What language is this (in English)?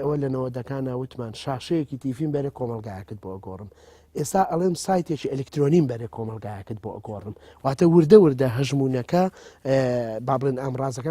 Central Kurdish